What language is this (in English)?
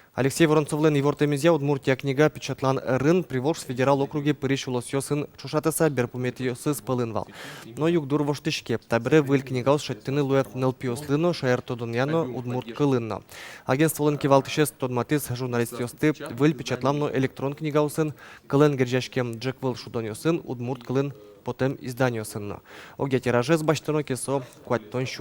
Udmurt